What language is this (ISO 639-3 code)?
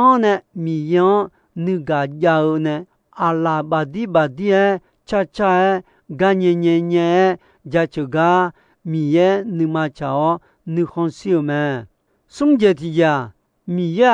ahk